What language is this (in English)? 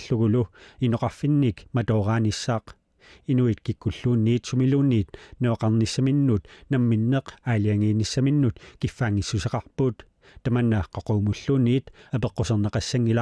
Kalaallisut